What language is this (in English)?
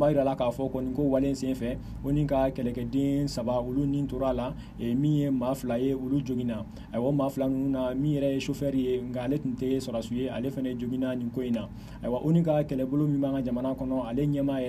Bambara